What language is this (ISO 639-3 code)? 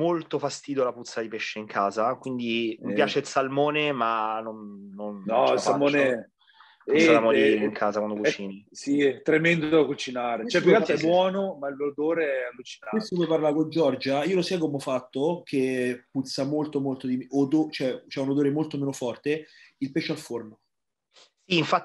ita